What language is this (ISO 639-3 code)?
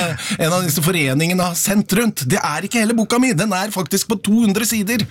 nor